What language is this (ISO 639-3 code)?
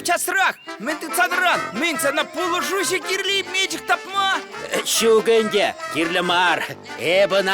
chv